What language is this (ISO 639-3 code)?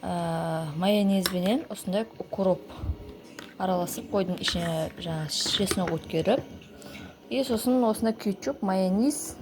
kaz